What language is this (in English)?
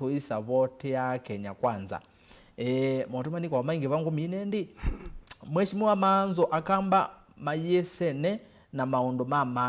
Kamba